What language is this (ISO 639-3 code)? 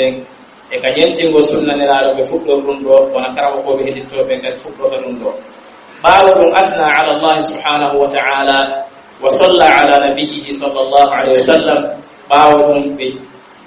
fuf